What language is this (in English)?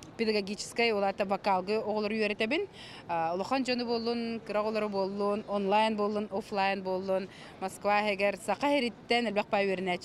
Yakut